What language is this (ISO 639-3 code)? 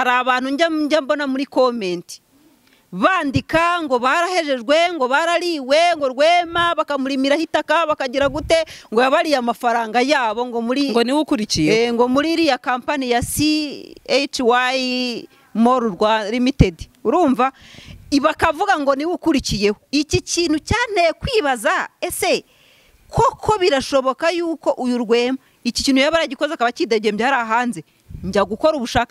kin